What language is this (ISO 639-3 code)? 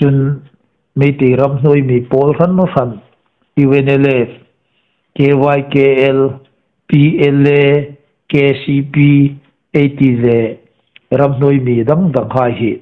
hmr